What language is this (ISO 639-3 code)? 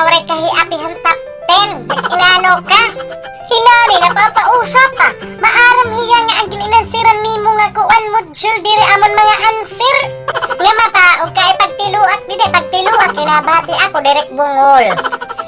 war